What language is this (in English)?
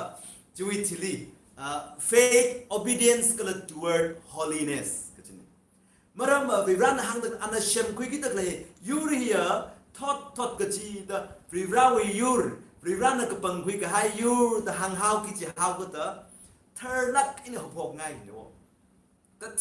Tangkhul Naga (India)